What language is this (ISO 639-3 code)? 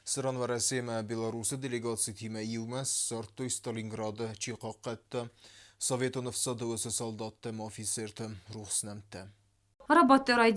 oss